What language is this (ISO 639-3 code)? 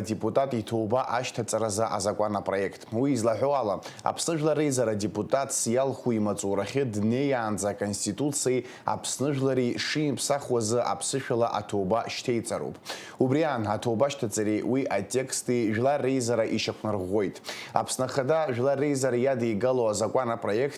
abk